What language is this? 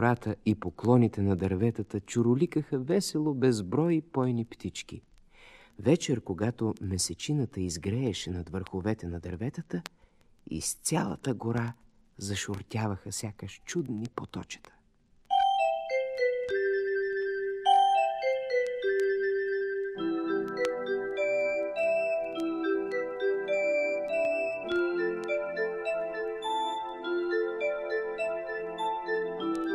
Bulgarian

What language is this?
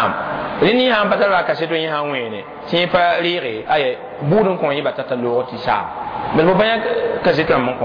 Mossi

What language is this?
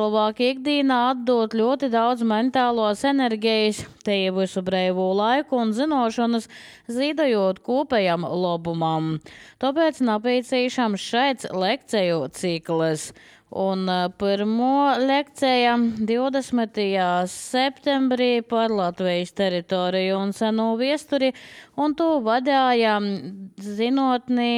Latvian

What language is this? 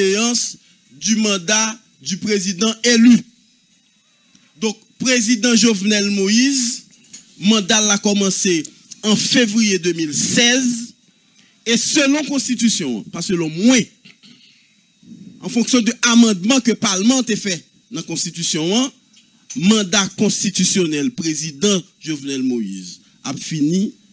French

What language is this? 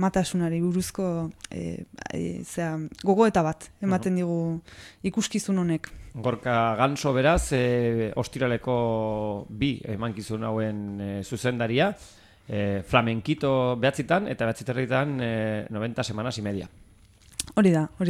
Basque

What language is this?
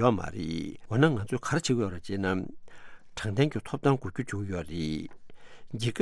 Tibetan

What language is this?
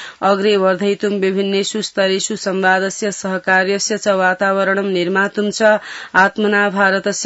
Sanskrit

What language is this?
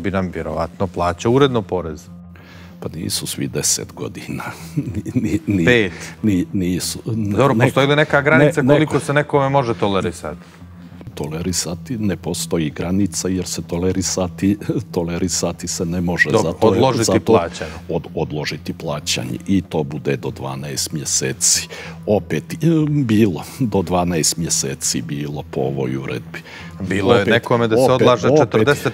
Bosnian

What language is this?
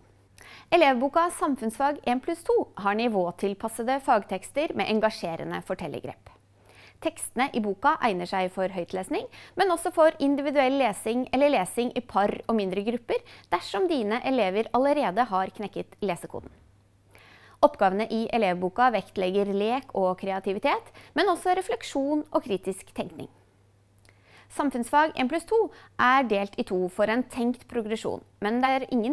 Norwegian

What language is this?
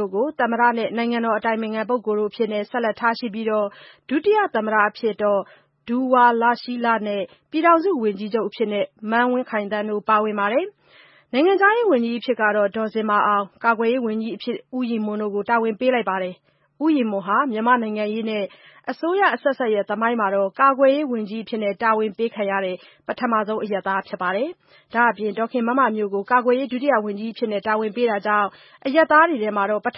Burmese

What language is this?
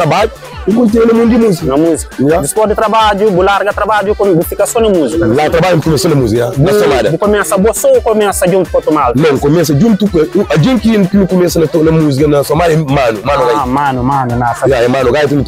Kabuverdianu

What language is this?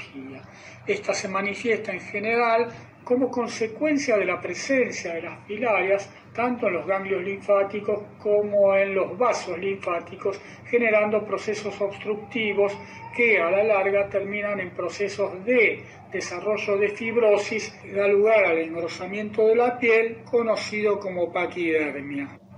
Spanish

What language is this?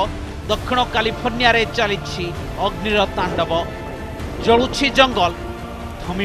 Odia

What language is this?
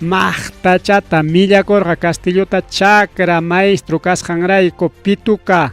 Ayacucho Quechua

